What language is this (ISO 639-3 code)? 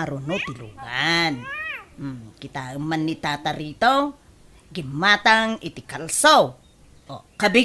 ilo